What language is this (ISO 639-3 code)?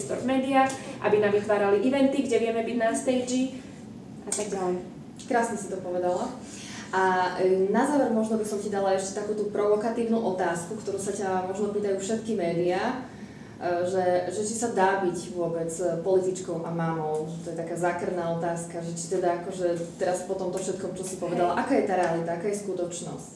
slk